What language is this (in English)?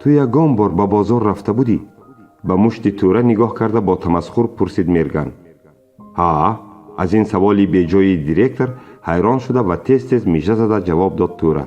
Tajik